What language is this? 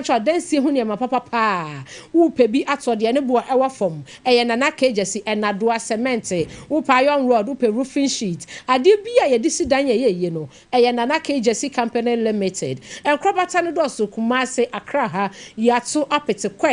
Akan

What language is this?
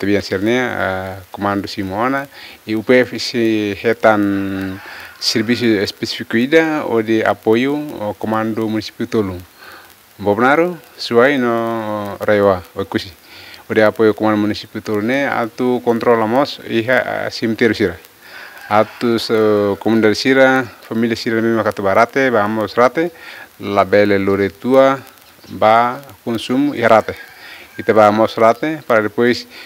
Tetum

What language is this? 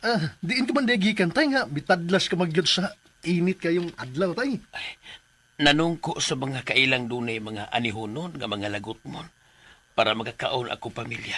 Cebuano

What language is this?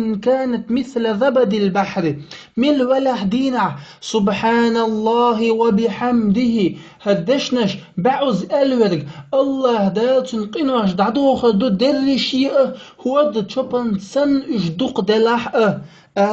Chechen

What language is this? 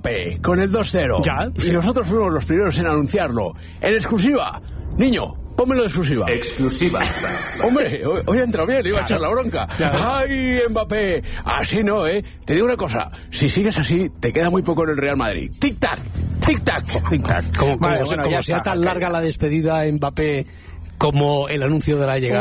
Spanish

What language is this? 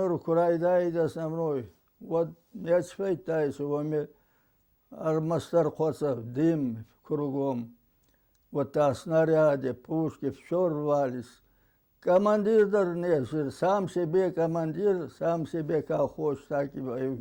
Ossetic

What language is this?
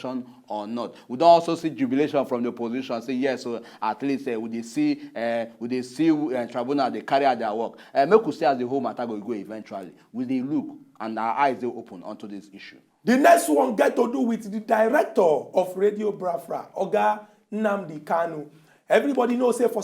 Nigerian Pidgin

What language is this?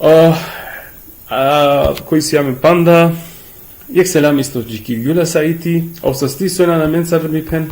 Balkan Romani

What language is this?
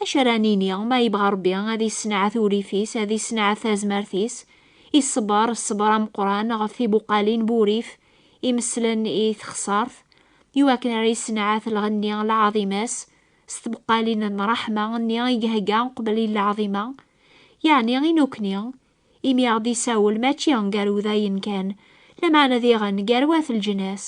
Kabyle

